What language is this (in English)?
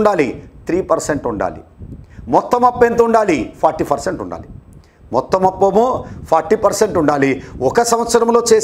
Telugu